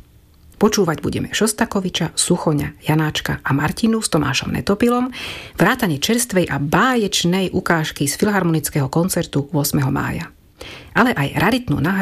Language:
Slovak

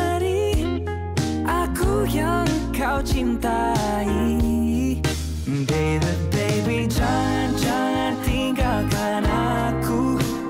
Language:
Malay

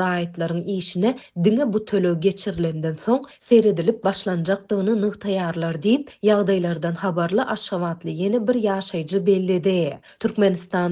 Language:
Turkmen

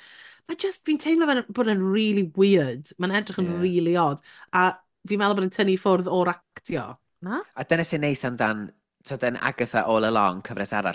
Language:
Welsh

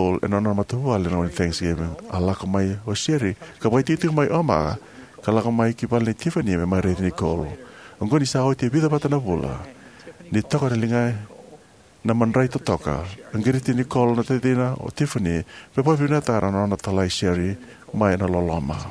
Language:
Fijian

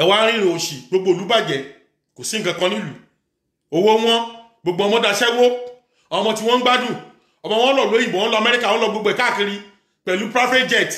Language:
Yoruba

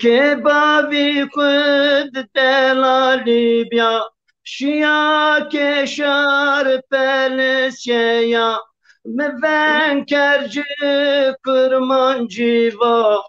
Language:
Zaza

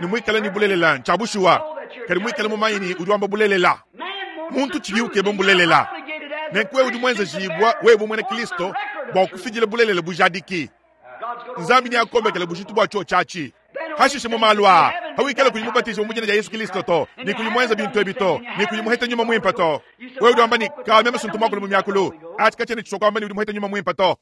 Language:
Luba-Lulua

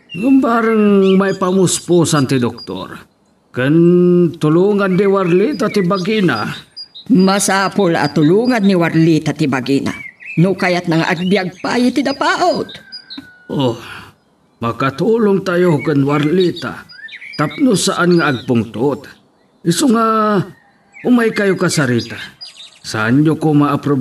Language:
Iloko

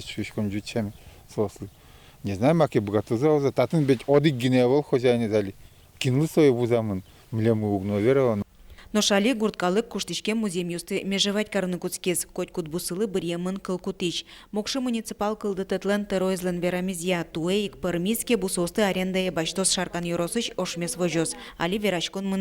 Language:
Udmurt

